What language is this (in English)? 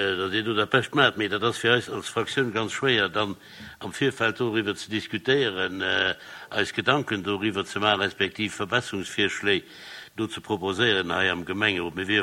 Luxembourgish